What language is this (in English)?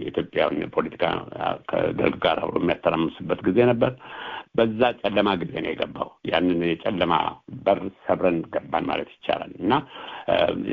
Amharic